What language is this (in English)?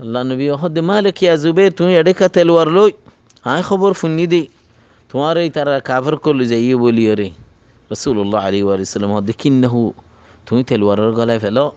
Rohingya